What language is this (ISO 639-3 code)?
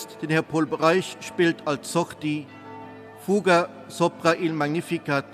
ltz